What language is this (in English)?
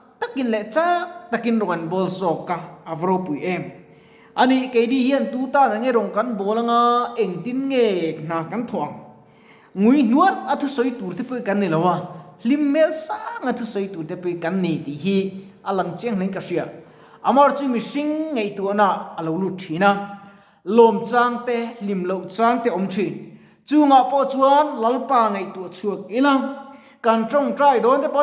Mizo